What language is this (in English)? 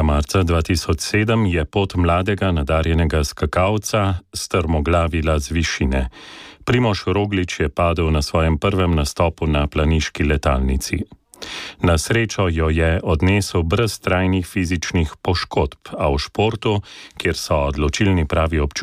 Slovenian